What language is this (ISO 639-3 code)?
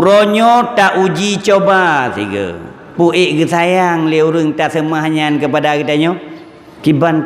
ace